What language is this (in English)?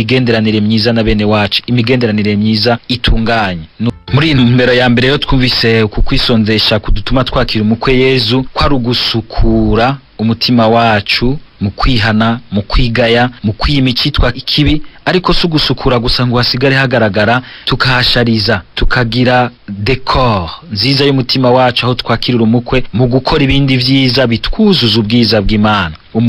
Rundi